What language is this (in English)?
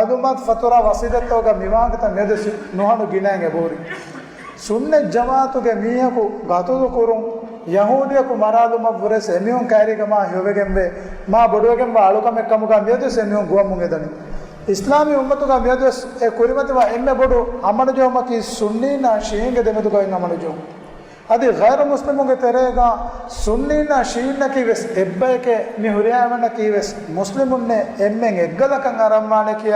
Divehi